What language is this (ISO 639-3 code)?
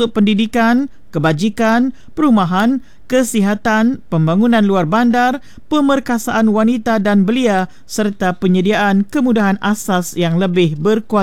msa